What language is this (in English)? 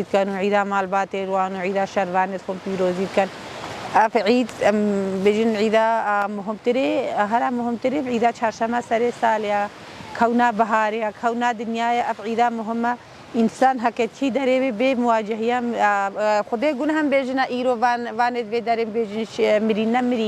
Kurdish